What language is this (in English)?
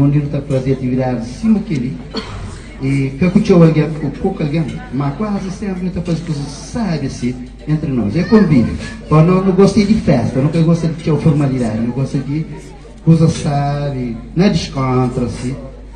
Kabuverdianu